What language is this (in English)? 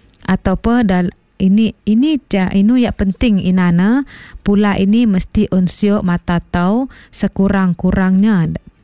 Malay